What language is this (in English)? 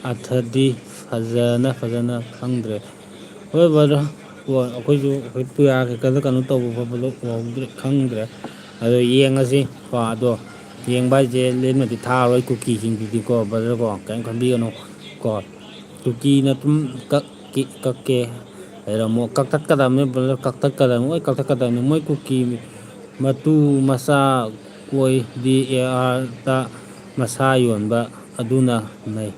Manipuri